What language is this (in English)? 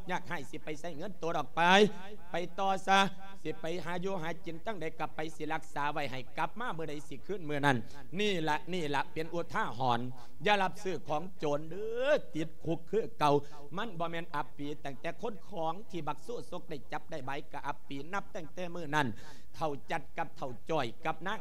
Lao